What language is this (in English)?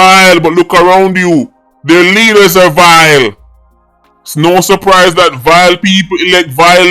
Jamaican Creole English